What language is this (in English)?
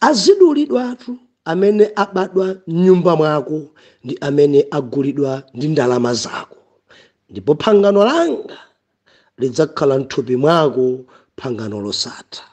Nyanja